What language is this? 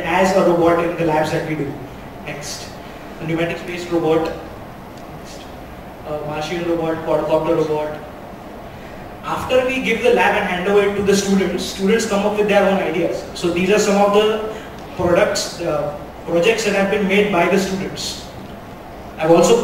English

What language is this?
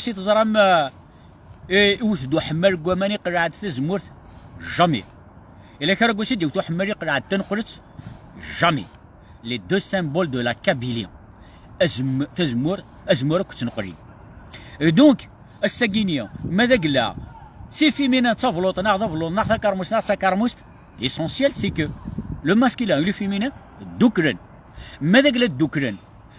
Kabyle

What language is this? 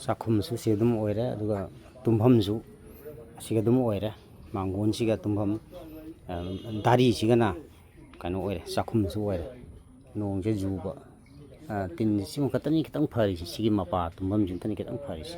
Manipuri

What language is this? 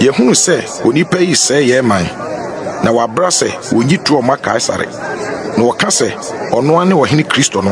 Akan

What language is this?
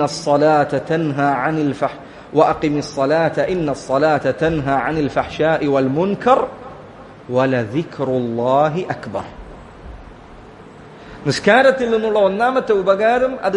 Malayalam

